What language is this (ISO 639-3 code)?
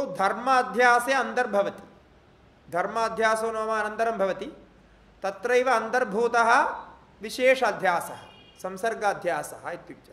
san